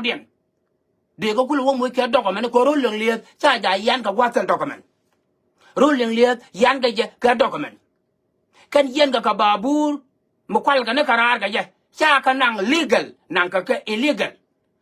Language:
Nuer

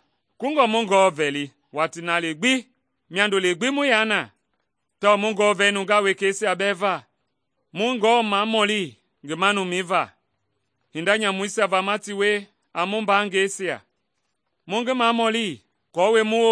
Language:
Mende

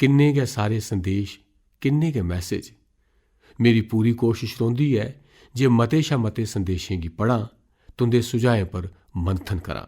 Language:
Dogri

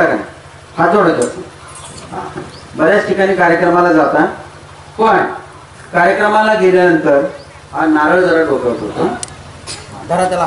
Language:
Marathi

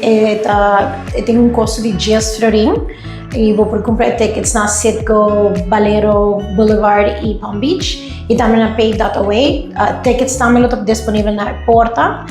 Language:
Papiamento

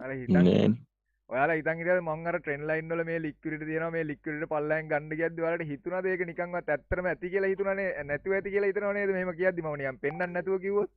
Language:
Sinhala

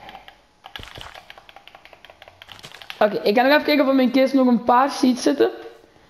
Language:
Dutch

